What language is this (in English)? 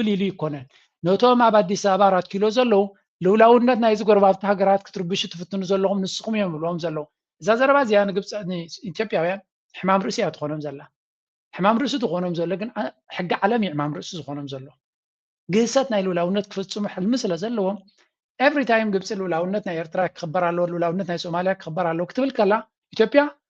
Tigrinya